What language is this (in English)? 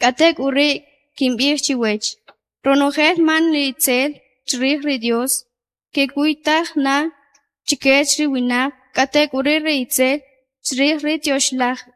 Kʼicheʼ